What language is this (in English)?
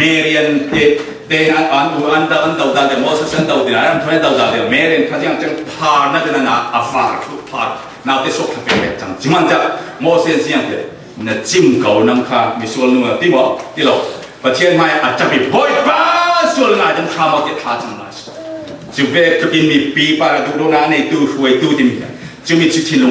Falam Chin